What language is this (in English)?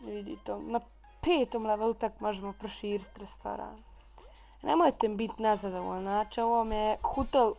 Bosnian